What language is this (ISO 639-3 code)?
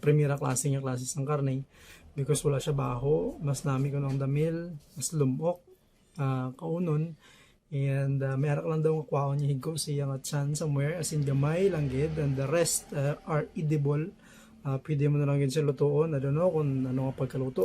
hil